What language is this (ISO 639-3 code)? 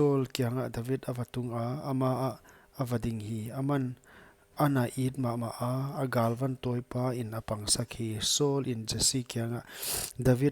pck